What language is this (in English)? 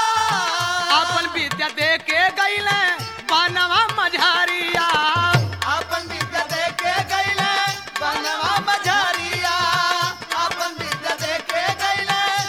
Bhojpuri